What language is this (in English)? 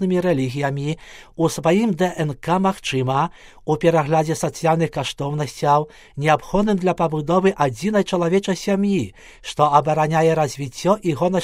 Belarusian